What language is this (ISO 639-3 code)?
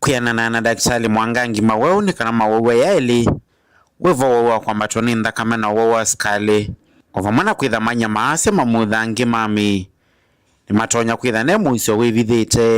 kam